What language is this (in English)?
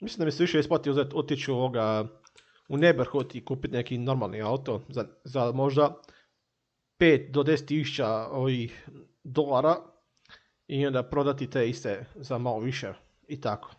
Croatian